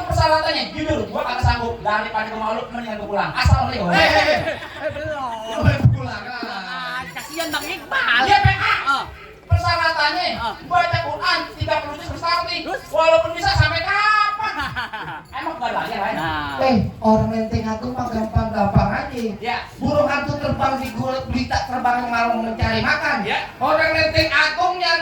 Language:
Betawi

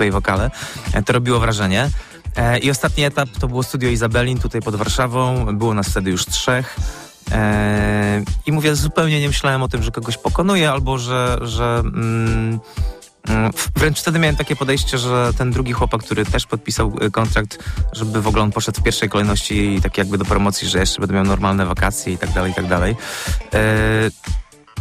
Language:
Polish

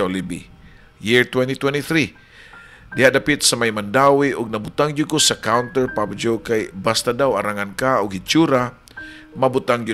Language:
Cebuano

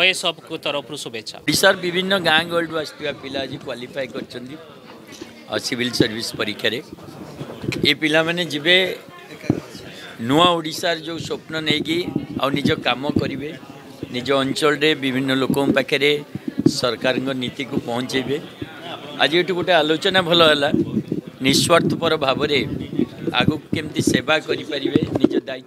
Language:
Odia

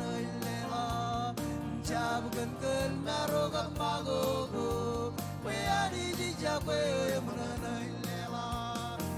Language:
Marshallese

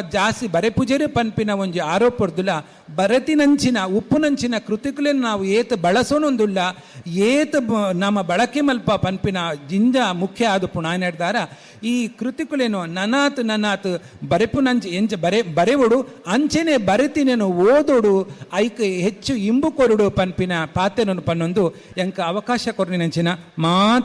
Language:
Tulu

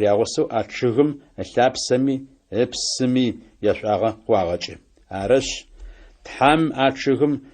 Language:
Adyghe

